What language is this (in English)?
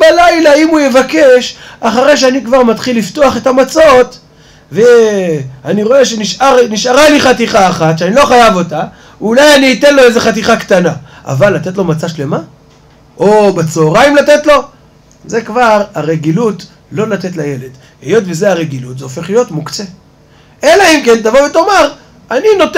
Hebrew